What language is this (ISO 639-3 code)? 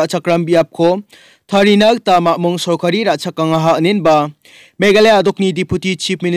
grt